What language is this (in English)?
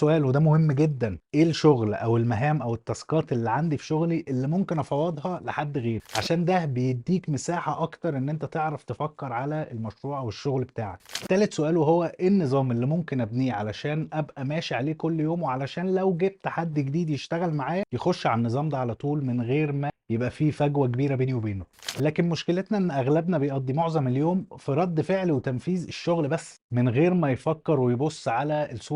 Egyptian Arabic